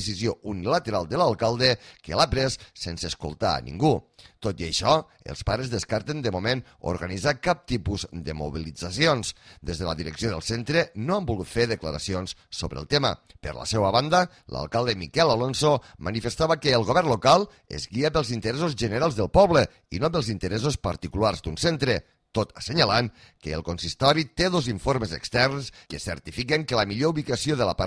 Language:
Catalan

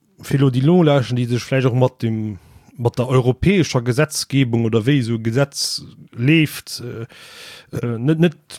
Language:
Luxembourgish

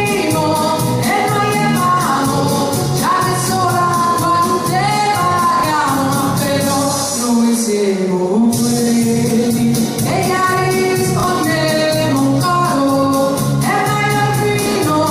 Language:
Neapolitan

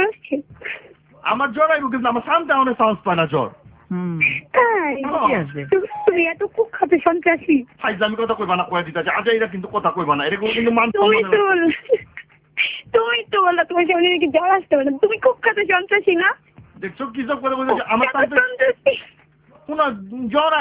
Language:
Bangla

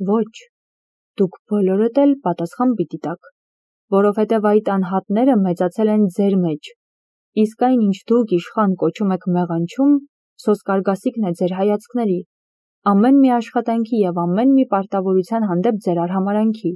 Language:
Armenian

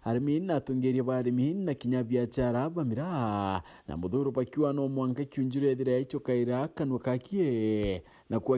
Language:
Meru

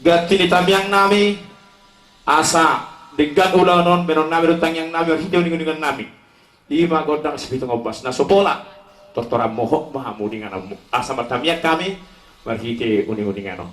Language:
Batak Toba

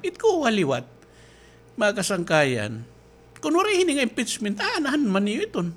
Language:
Waray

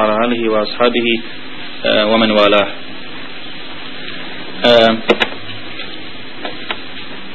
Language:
Bosnian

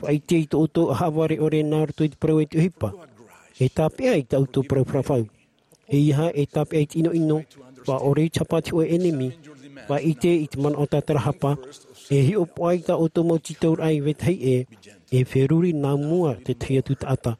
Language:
Tahitian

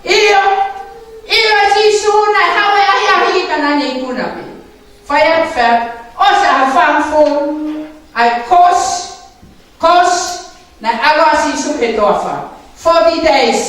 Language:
Tongan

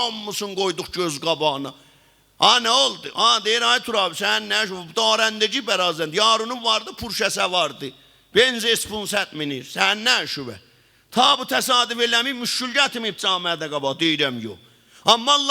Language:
South Azerbaijani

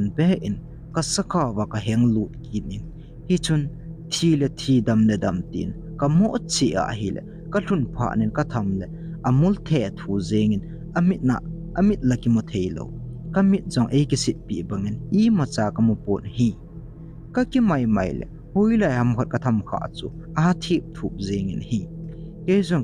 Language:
Thado Chin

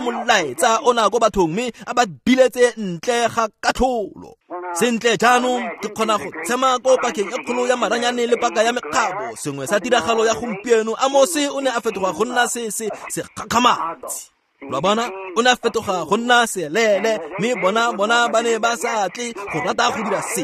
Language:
Tswana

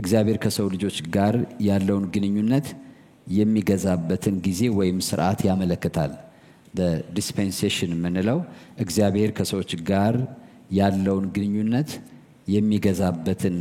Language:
Amharic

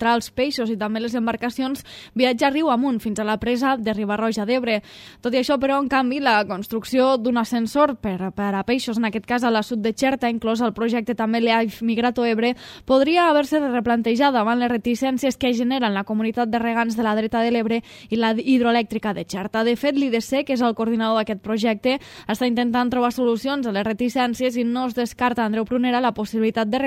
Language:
Catalan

